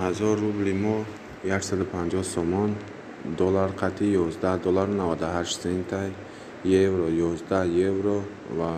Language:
Tajik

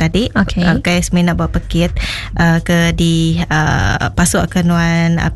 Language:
Iban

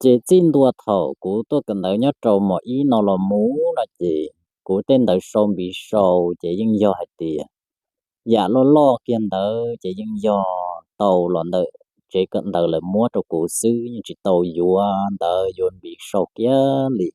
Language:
Hmong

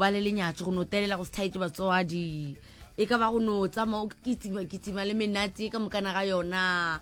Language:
Northern Sotho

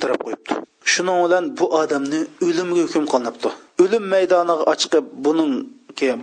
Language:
Uyghur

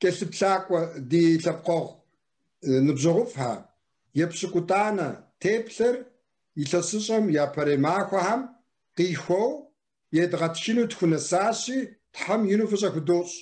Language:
Kabardian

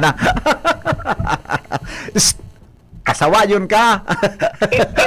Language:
Bikol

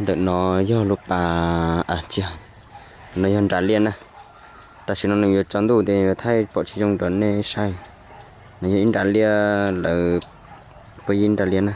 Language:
Hmong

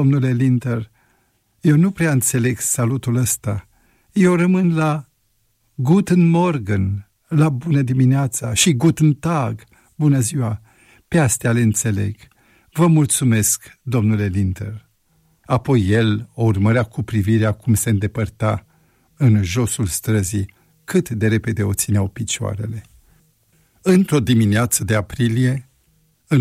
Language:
Romanian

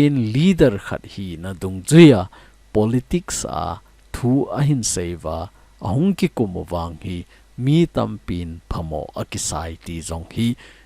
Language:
Thado Chin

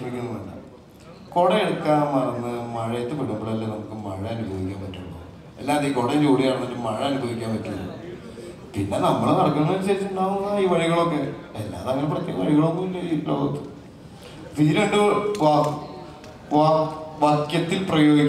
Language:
Malayalam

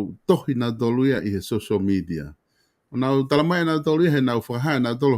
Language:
Tongan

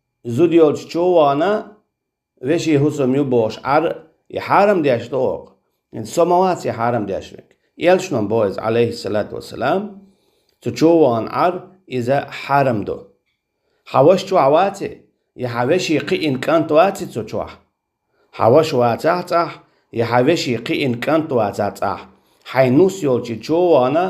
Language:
Chechen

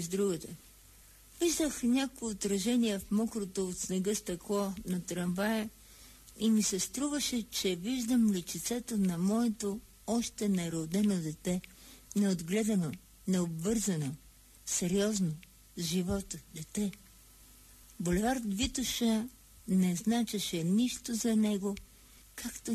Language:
Bulgarian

